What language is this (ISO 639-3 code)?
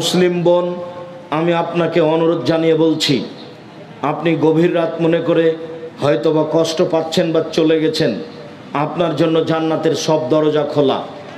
ben